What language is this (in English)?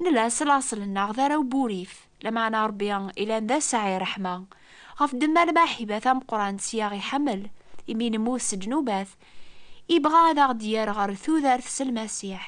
Kabyle